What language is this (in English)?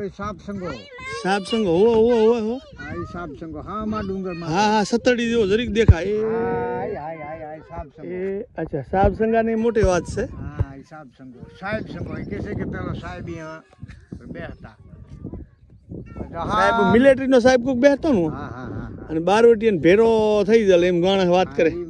Gujarati